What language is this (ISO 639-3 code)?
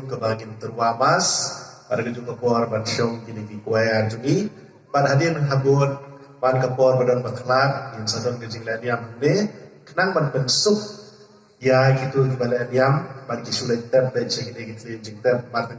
kha